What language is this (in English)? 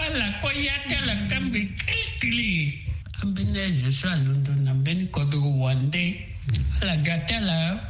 Sango